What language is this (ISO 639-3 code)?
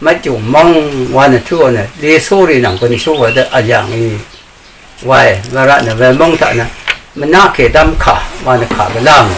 raw